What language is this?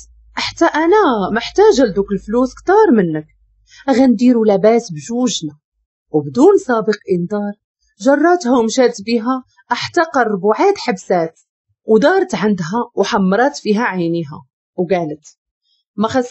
Moroccan Arabic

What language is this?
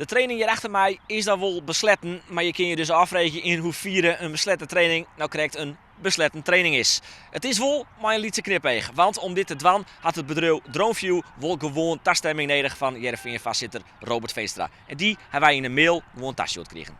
Western Frisian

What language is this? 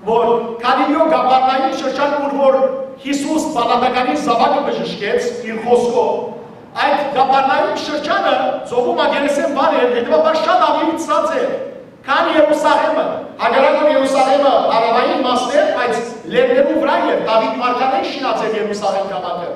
Western Armenian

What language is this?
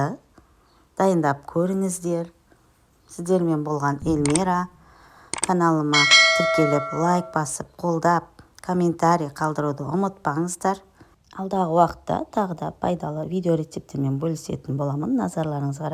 Kazakh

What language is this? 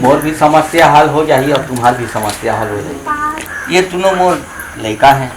Chhattisgarhi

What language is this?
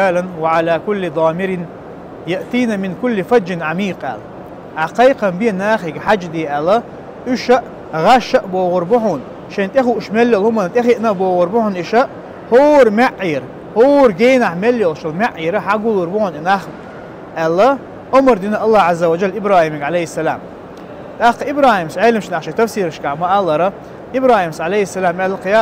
Chechen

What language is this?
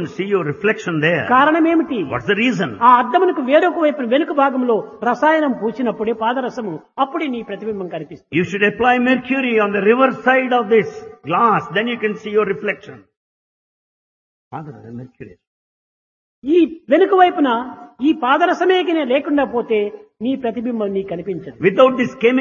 Telugu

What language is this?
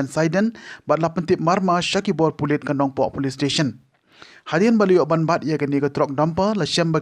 Khasi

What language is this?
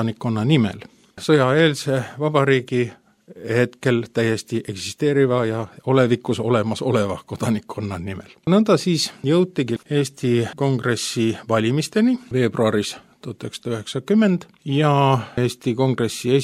Estonian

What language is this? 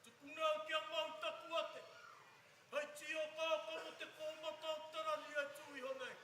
Māori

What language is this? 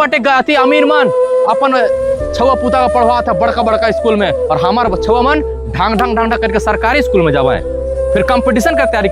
Chhattisgarhi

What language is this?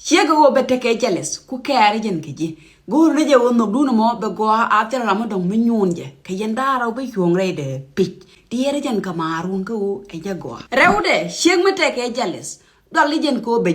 Nuer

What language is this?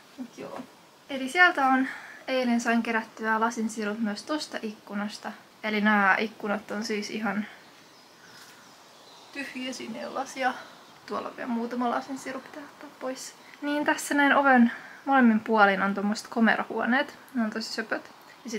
Finnish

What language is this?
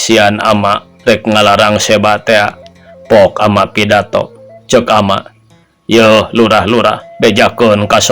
Sundanese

